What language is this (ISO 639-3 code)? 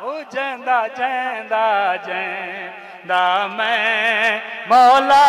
skr